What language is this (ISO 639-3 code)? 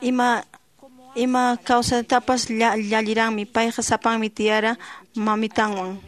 que